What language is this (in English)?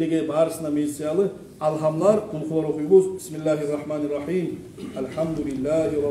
Kumyk